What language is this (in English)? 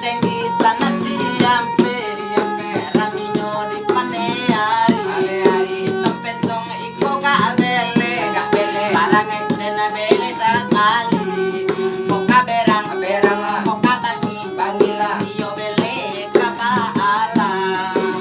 Minangkabau